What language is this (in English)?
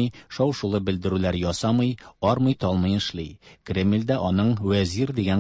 Tatar